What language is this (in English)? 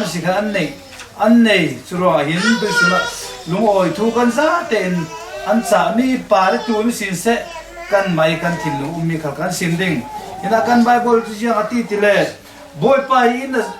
Falam Chin